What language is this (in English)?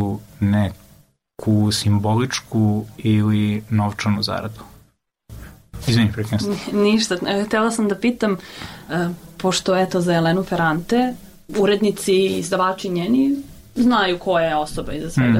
Serbian